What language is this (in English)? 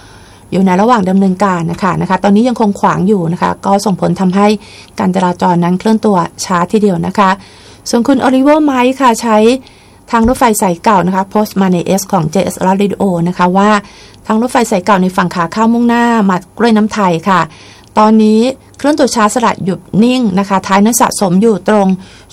Thai